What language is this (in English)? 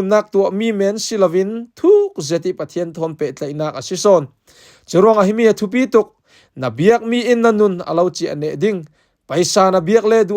Falam Chin